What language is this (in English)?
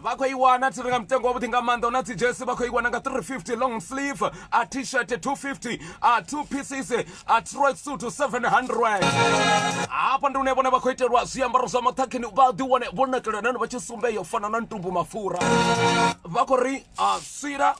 Venda